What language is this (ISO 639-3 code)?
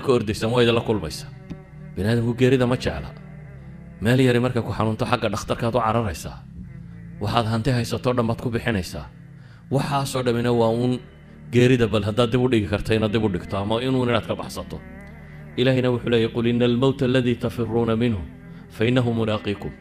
som